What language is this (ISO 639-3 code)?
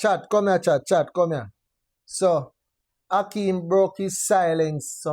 jam